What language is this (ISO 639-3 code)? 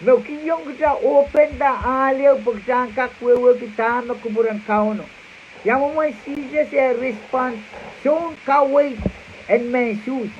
pon